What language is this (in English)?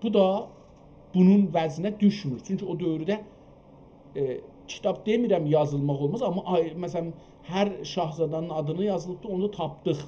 South Azerbaijani